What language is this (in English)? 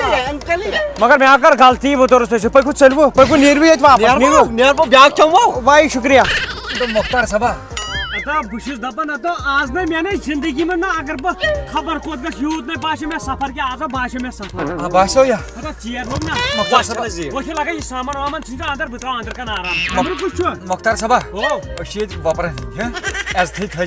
Kashmiri